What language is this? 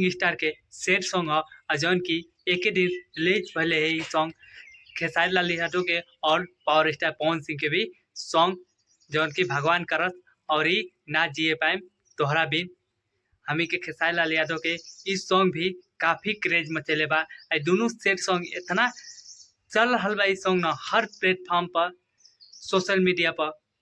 Bhojpuri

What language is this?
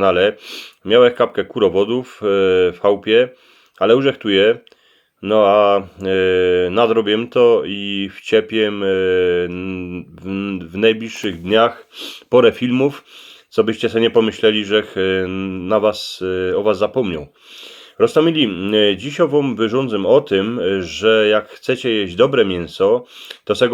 Silesian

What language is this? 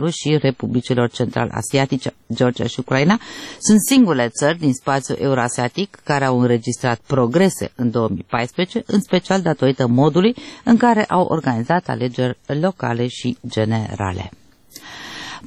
Romanian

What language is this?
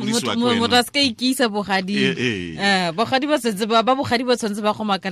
Tswana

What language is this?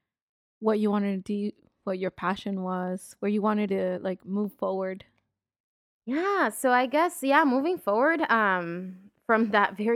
English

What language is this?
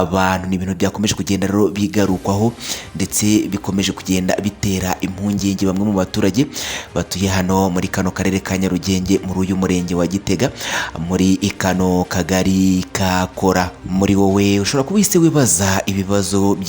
Kinyarwanda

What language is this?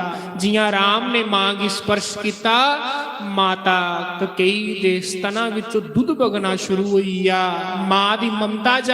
Dogri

